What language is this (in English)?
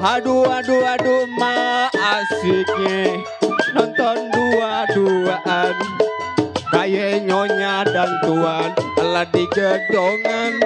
Betawi